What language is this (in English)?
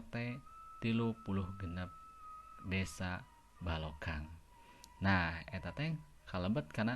Sundanese